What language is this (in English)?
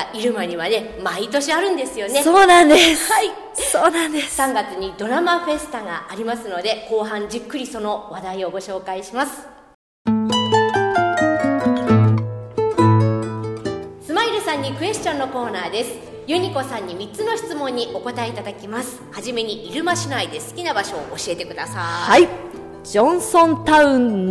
Japanese